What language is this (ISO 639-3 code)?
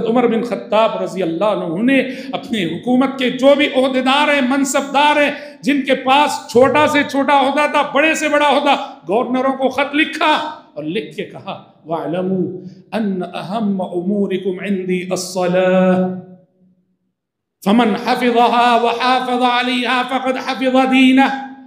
urd